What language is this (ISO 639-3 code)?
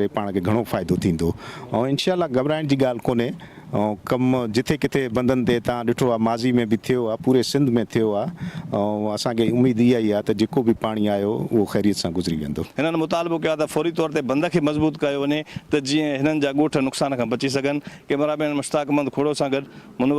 snd